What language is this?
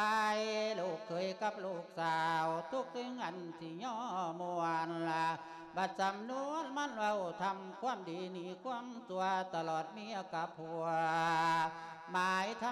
Lao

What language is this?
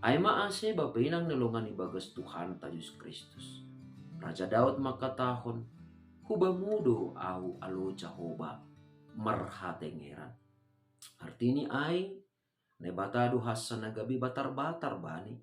Batak Simalungun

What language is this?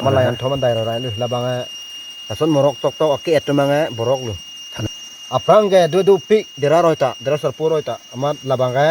Karbi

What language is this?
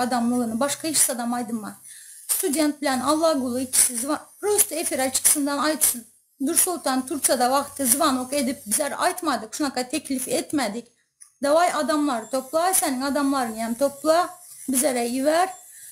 Turkmen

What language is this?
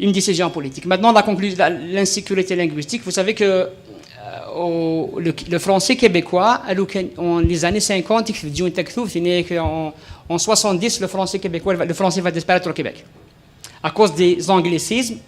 Kabyle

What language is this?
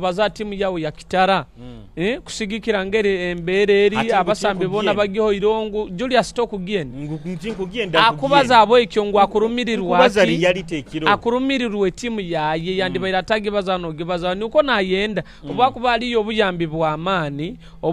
Nyoro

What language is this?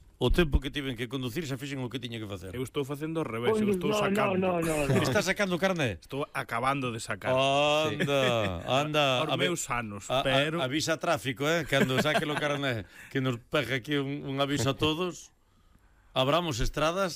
Galician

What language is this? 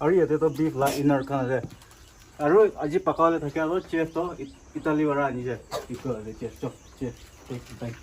Chokri Naga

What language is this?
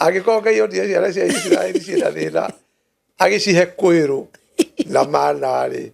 Kikuyu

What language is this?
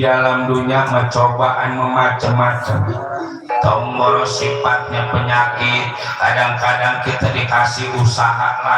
Betawi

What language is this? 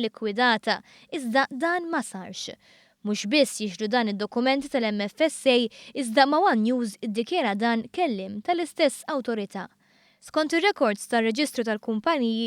Maltese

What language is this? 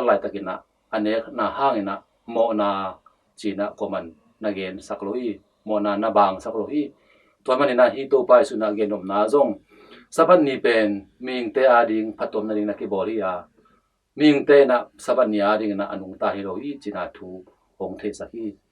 Tedim Chin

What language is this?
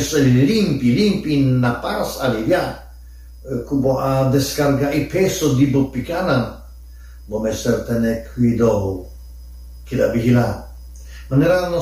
Papiamento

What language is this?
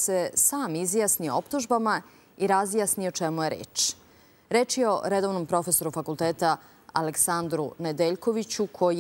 Serbian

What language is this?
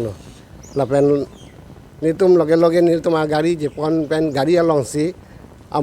Karbi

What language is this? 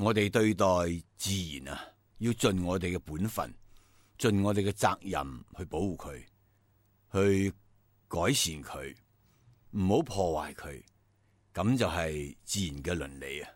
Cantonese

